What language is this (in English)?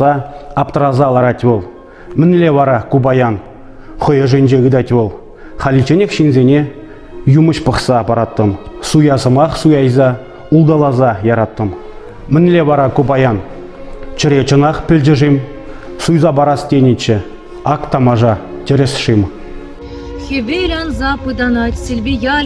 Chuvash